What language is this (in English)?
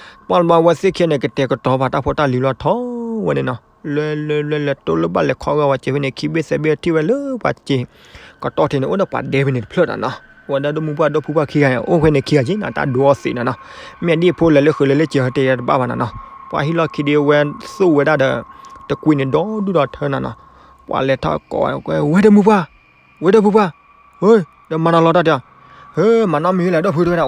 S'gaw Karen